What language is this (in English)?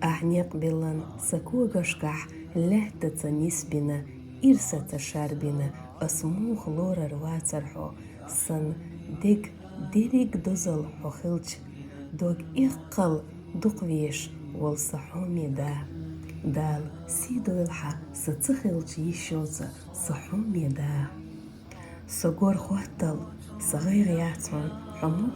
Chechen